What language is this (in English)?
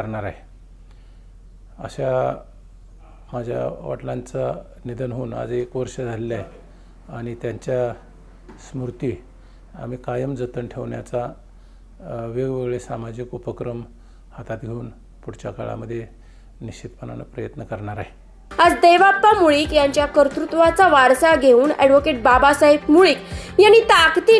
Marathi